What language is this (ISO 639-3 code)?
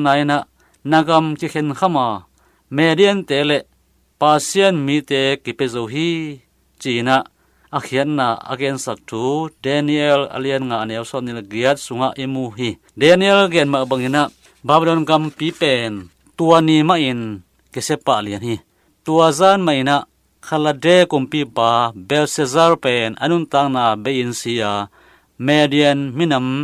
ctd